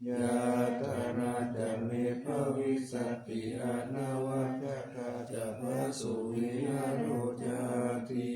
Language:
Pali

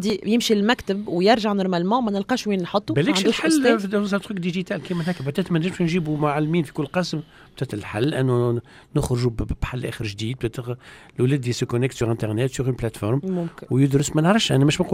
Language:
Tunisian Arabic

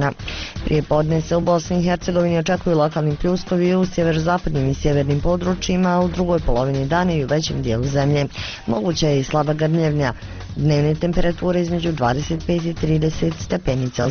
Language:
Bosnian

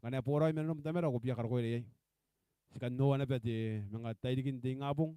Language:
Gilbertese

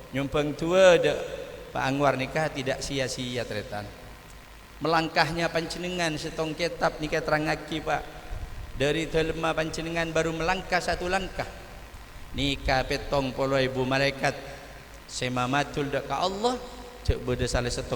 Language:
Madurese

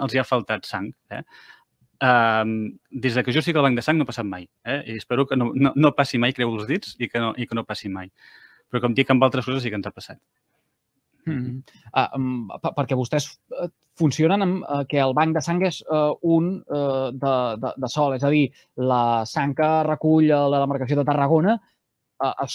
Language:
Catalan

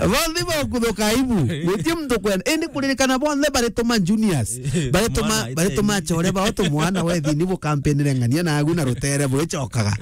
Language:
Meru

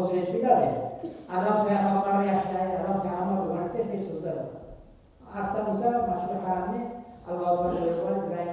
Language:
Kumyk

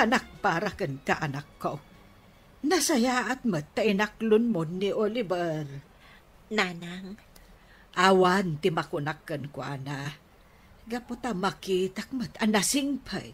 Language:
Iloko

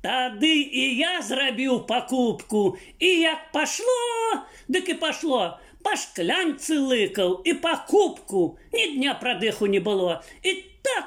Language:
Belarusian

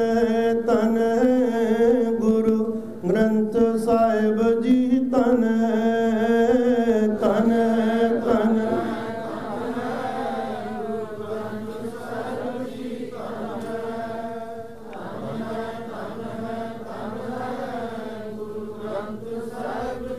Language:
Punjabi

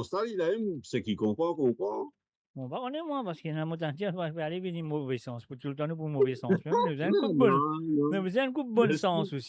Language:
Morisyen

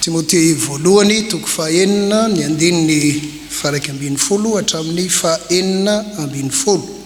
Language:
Malagasy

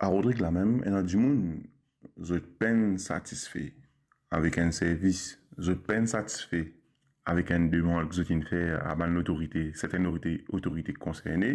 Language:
Morisyen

